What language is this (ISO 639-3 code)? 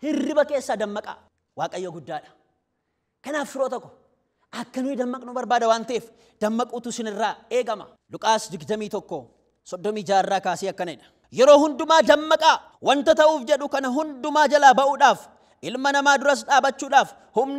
orm